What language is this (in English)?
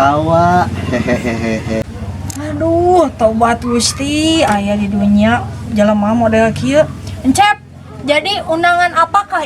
Sundanese